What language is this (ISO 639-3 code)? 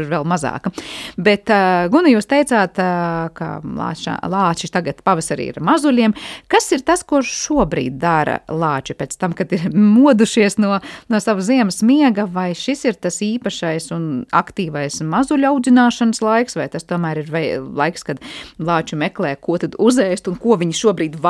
lav